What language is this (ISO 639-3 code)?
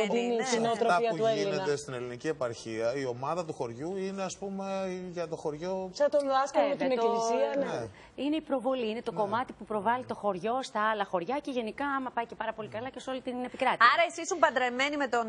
ell